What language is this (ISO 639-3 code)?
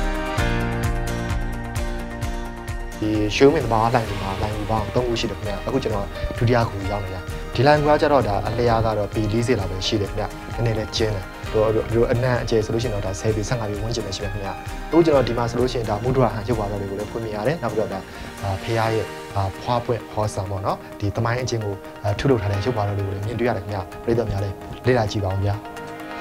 mya